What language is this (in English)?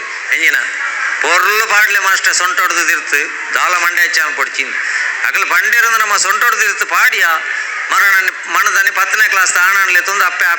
Tulu